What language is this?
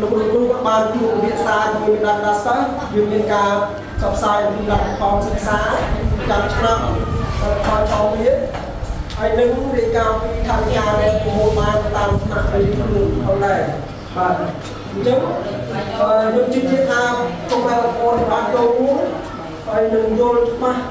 Khmer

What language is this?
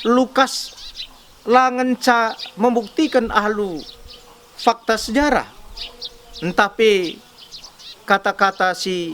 Batak Karo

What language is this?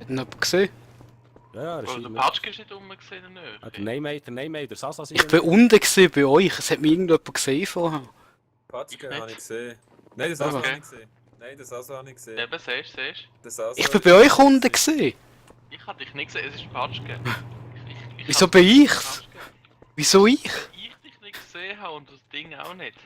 Swiss German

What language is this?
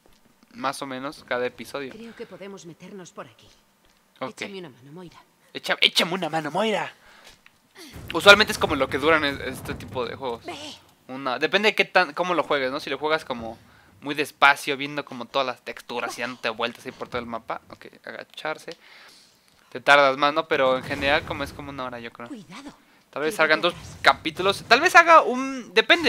Spanish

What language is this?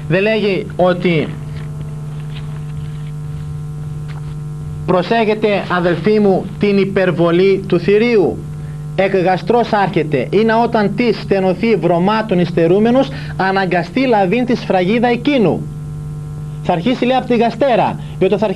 Greek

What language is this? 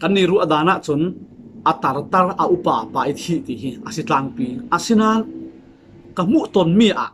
Falam Chin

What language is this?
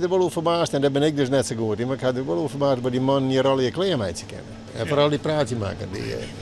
Western Frisian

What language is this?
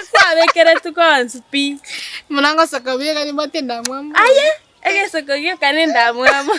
Gusii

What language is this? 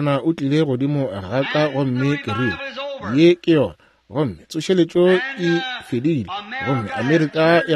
Northern Sotho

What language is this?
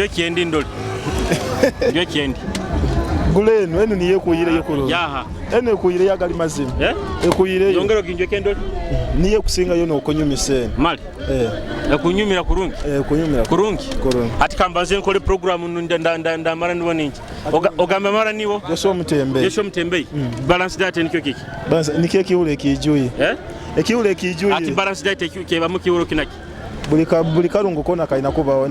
Nyoro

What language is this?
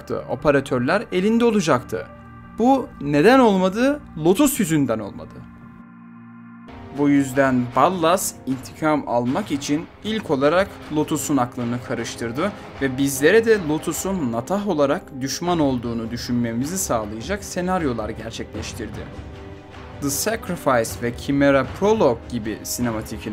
Turkish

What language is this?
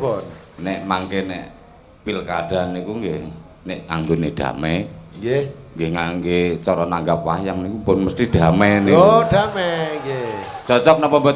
Javanese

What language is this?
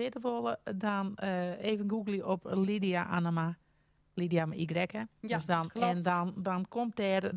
Western Frisian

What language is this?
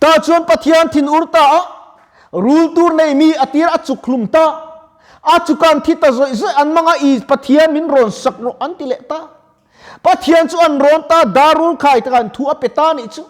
Mizo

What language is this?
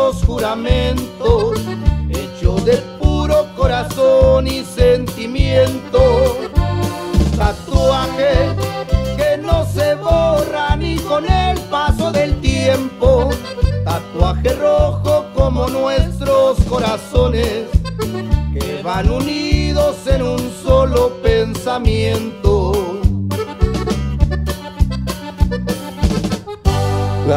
Spanish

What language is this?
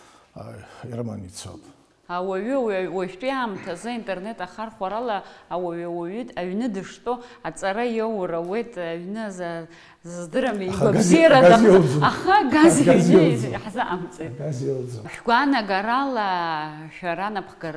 Abkhazian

